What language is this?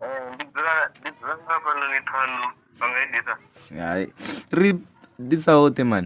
Venda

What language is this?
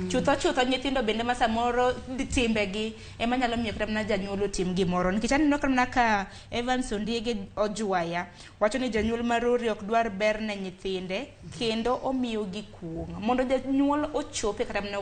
Luo (Kenya and Tanzania)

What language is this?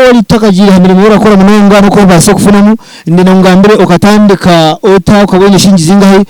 Nyankole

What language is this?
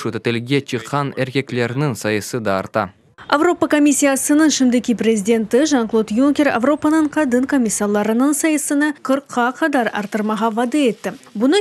Crimean Tatar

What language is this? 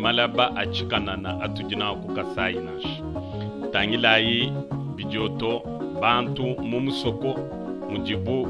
Luba-Lulua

